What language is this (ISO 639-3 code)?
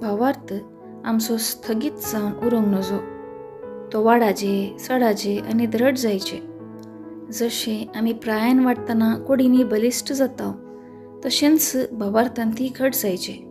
kok